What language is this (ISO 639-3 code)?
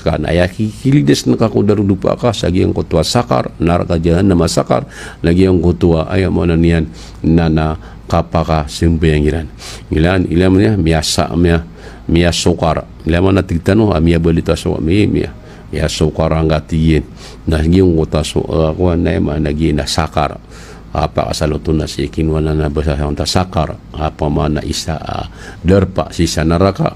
mrw